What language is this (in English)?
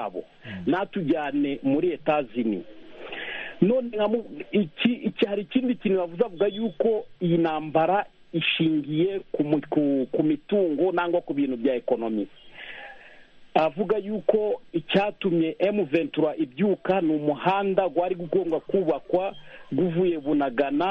Kinyarwanda